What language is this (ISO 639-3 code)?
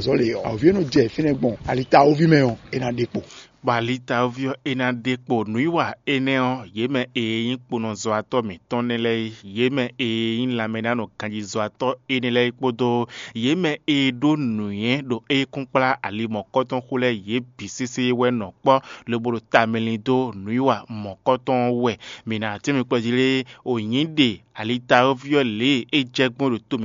fon